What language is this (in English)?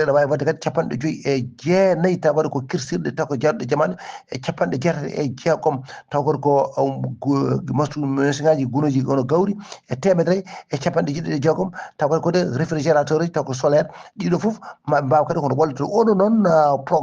Fula